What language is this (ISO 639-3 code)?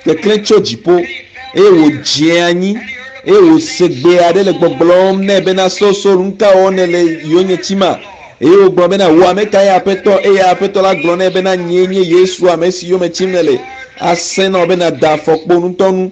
ewe